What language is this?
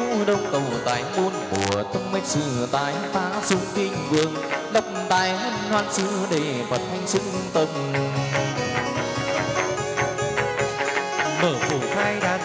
Vietnamese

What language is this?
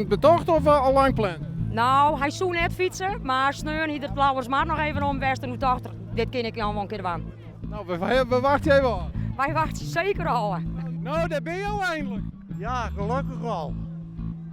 Western Frisian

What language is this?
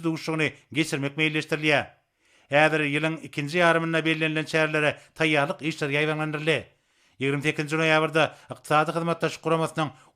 Turkmen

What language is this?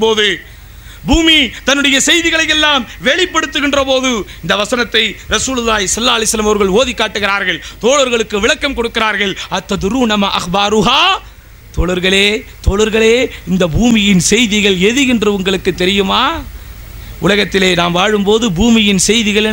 Tamil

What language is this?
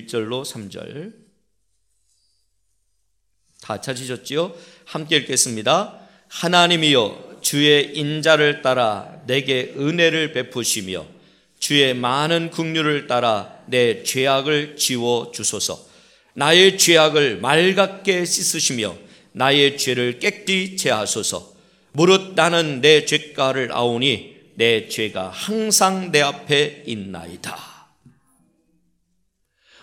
Korean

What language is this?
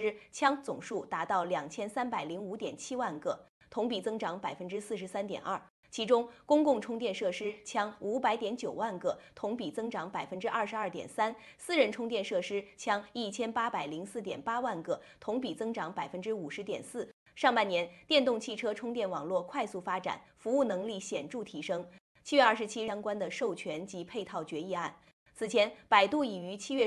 Chinese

